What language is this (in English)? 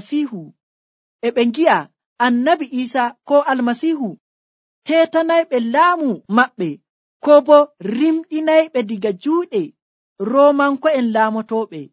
Nigerian Fulfulde